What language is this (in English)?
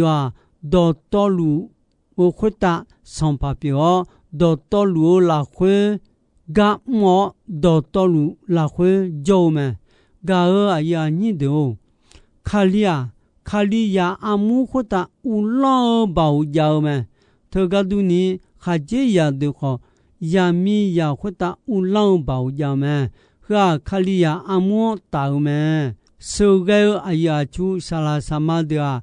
Akha